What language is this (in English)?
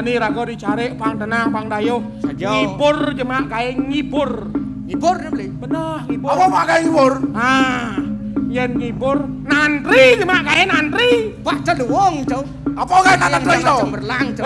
Balinese